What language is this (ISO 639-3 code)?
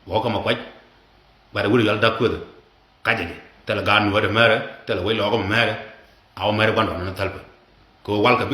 nus